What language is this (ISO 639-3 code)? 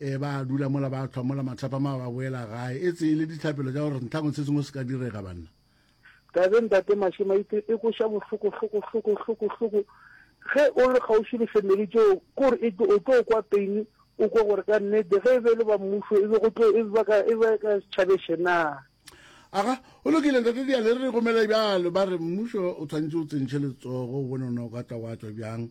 nso